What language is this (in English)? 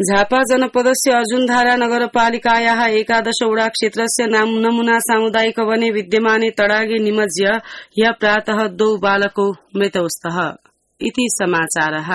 Sanskrit